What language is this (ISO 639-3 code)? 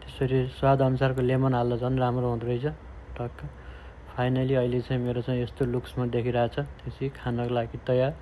nep